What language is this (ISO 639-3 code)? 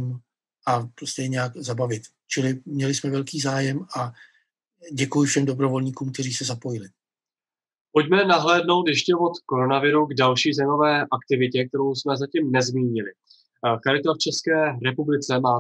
ces